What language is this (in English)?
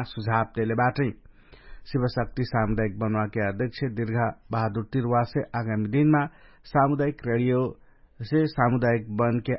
Dangaura Tharu